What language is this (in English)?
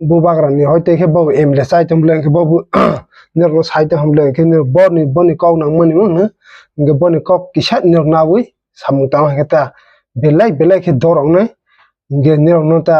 Kok Borok